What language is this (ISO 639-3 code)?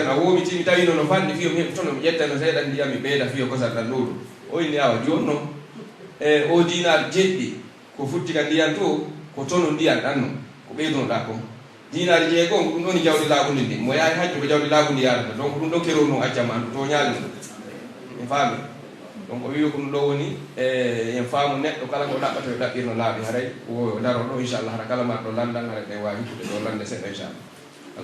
fuf